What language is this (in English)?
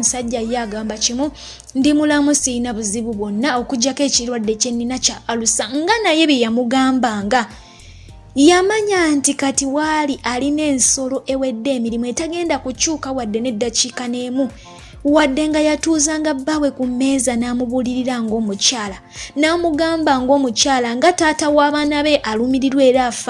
Ganda